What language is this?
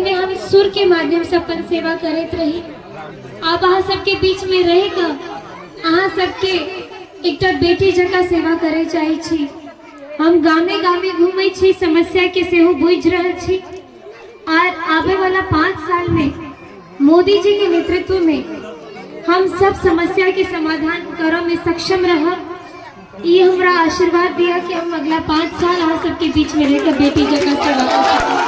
Maithili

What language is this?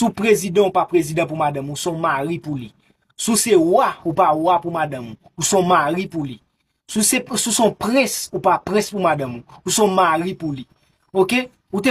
Haitian Creole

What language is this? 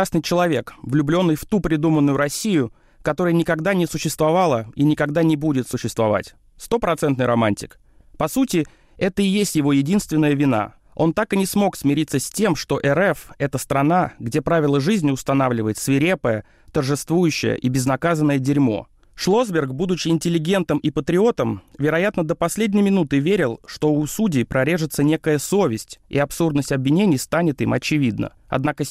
Russian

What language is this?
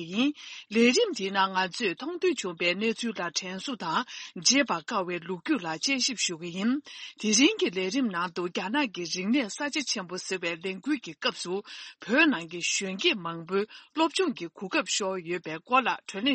Tibetan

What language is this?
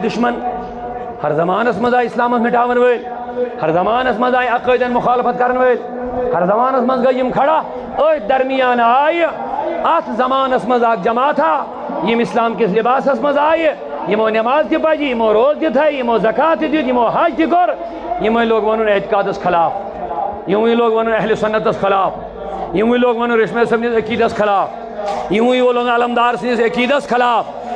Kashmiri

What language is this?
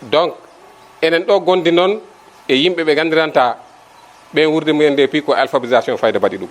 Fula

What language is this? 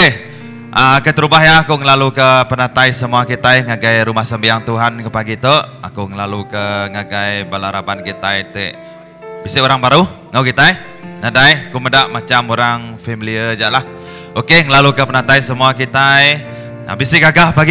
Iban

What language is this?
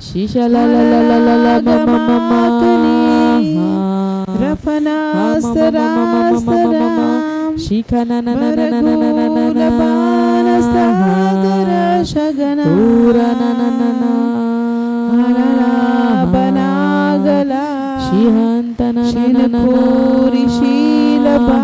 Tem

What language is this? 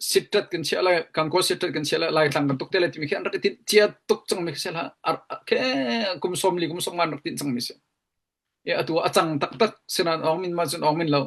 Hakha Chin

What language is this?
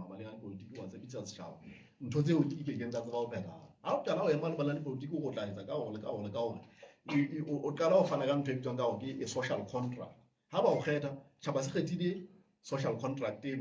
Southern Sotho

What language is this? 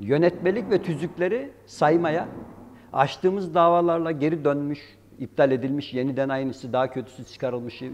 Turkish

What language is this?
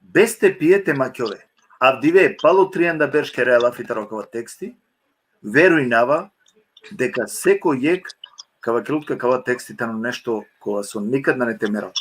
Balkan Romani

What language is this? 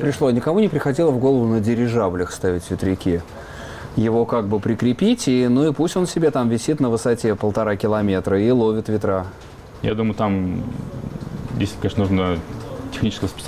Russian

